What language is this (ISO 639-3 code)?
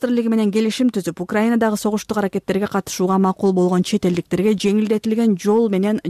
kir